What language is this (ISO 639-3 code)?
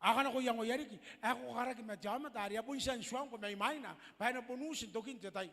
gil